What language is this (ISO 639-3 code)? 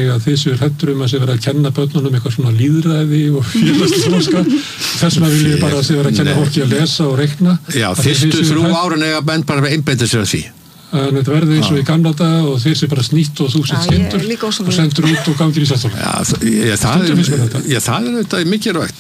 isl